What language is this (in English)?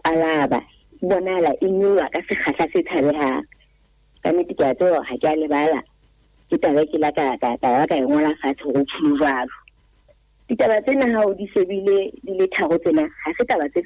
Southern Sotho